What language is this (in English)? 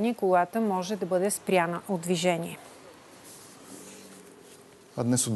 Bulgarian